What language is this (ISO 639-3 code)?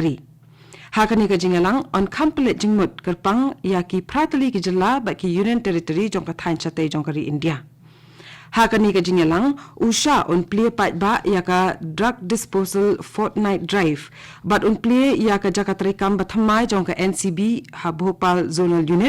kha